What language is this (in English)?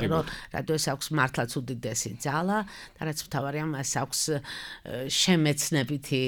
Georgian